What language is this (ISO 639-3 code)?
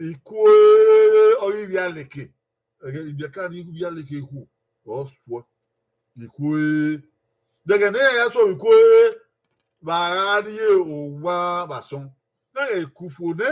bin